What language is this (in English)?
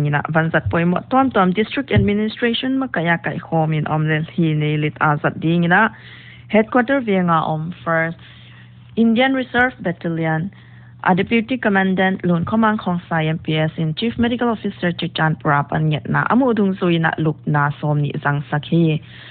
Paite Chin